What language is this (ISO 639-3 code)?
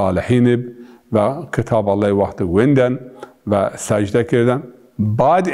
zza